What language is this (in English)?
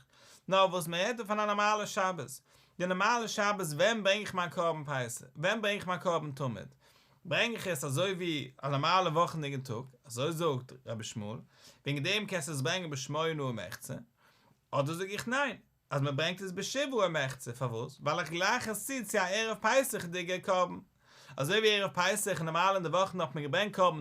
Yiddish